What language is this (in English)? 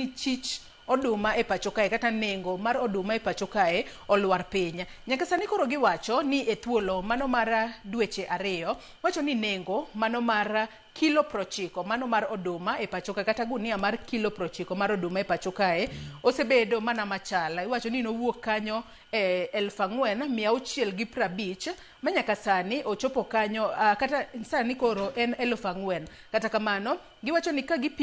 Luo (Kenya and Tanzania)